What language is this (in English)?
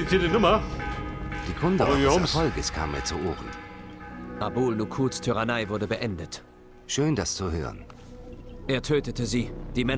Bavarian